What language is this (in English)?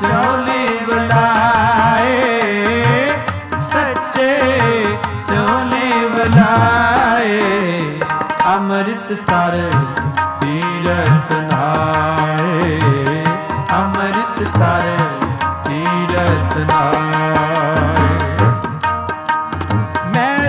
Punjabi